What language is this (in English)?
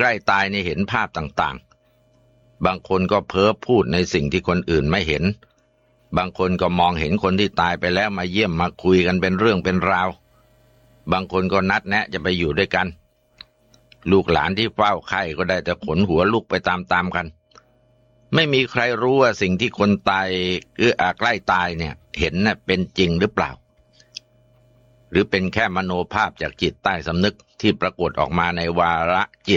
Thai